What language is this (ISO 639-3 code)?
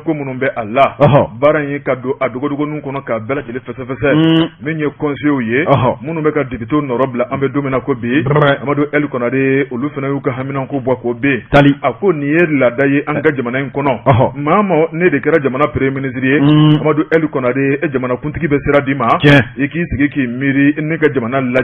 bam